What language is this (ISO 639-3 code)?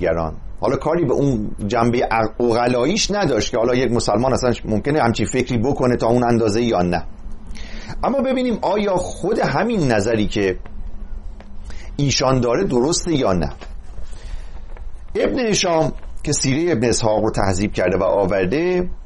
fas